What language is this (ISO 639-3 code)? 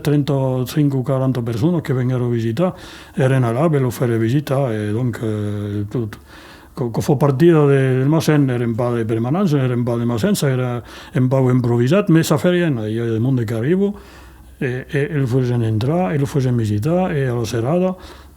oci